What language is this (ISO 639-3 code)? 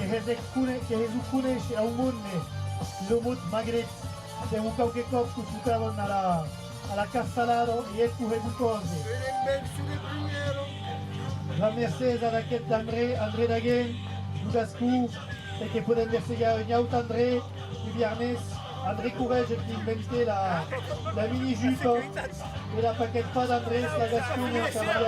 oci